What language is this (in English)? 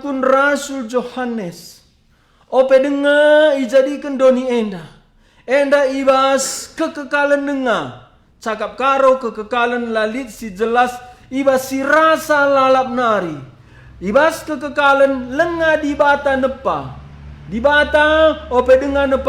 Batak Karo